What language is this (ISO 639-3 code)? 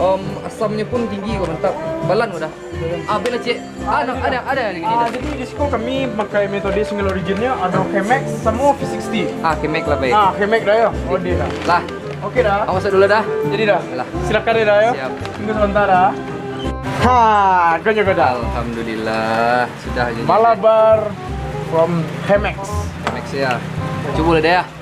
min